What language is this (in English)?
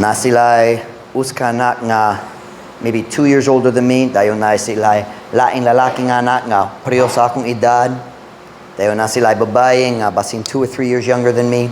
Cebuano